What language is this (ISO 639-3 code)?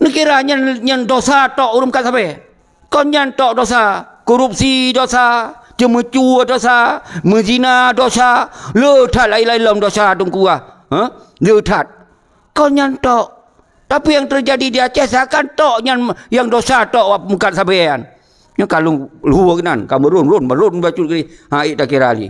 ace